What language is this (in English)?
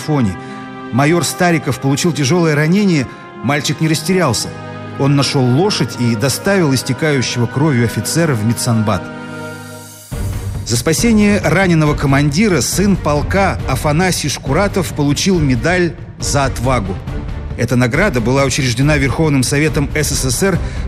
Russian